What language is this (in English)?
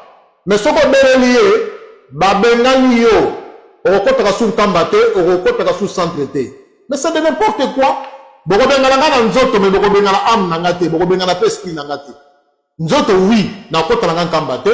Lingala